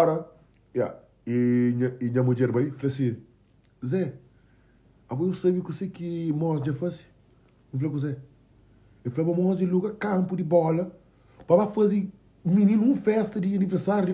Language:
Kabuverdianu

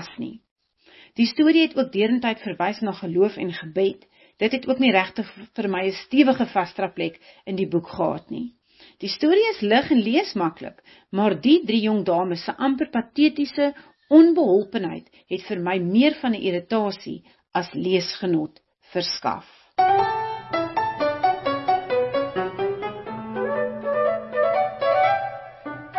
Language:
Afrikaans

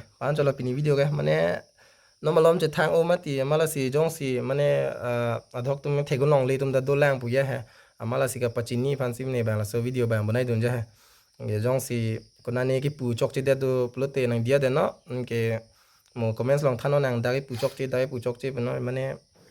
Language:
Karbi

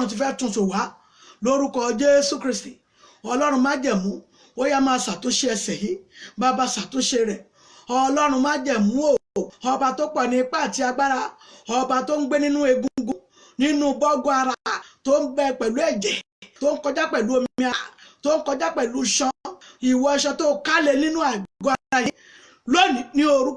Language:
Yoruba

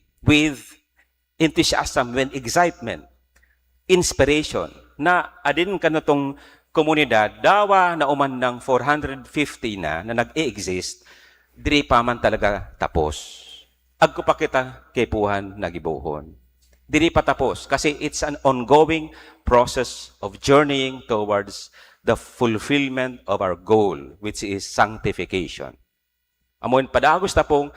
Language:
Bikol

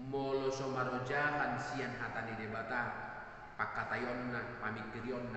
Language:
Batak Toba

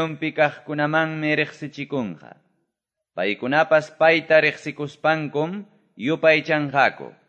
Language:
Quechua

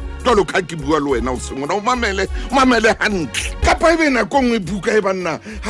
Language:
Southern Sotho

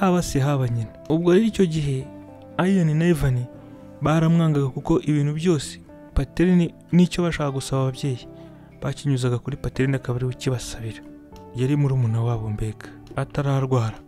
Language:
Kinyarwanda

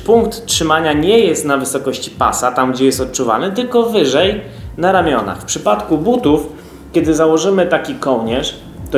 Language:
Polish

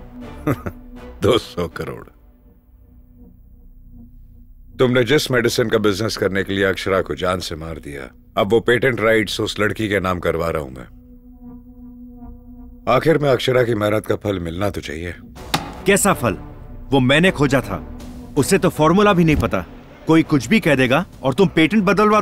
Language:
Hindi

